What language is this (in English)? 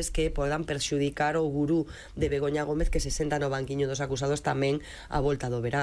Galician